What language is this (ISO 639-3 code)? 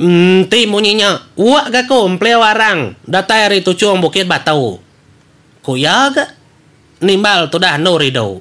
iba